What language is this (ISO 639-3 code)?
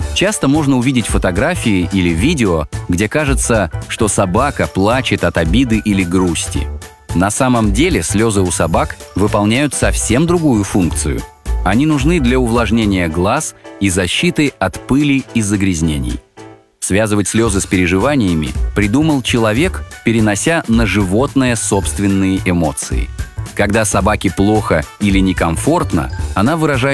rus